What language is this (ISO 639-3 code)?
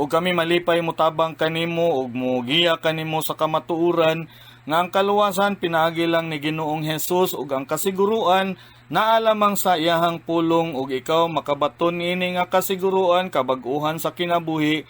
ceb